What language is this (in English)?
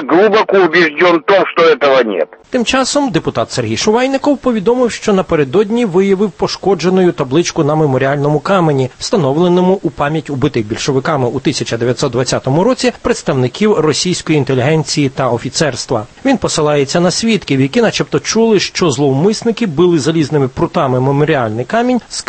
Ukrainian